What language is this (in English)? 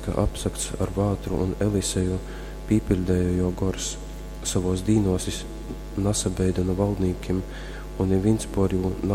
Latgalian